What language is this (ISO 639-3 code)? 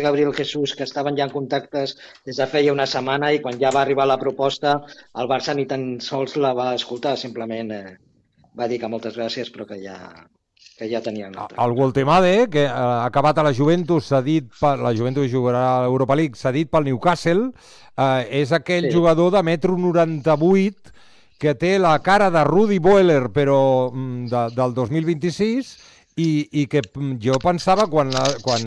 cat